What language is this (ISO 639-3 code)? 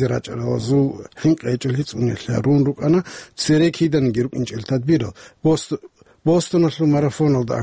ava